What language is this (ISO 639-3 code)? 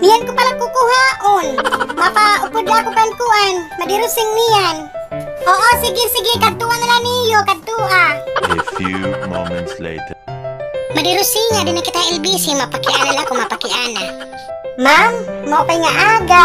war